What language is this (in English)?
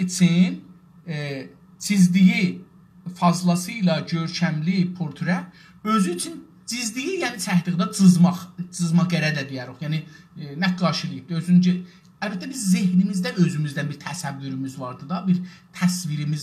South Azerbaijani